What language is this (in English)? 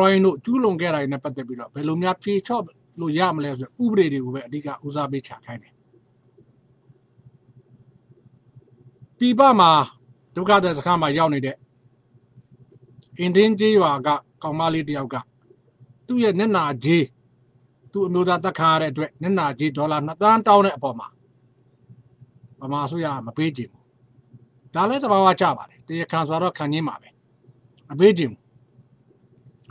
Burmese